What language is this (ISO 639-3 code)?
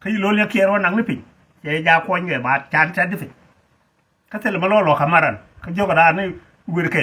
nus